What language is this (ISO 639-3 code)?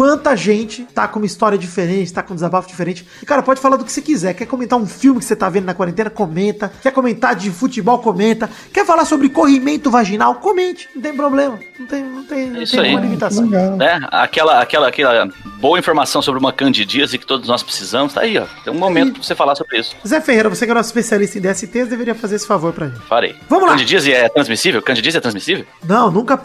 por